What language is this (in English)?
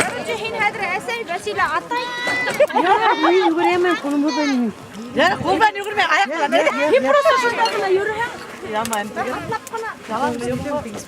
Bashkir